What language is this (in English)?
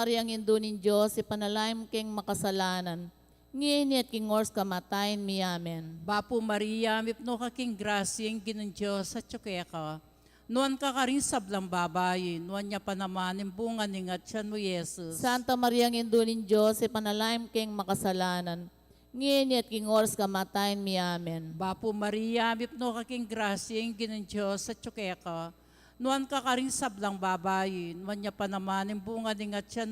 Pampanga